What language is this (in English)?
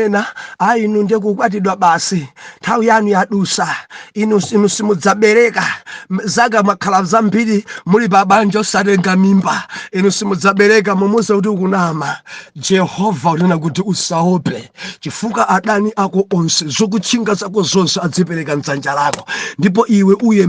Nyanja